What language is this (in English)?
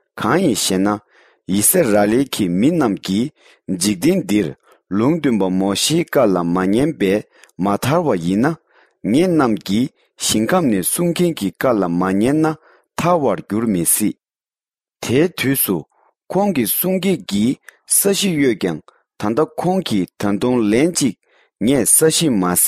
Tibetan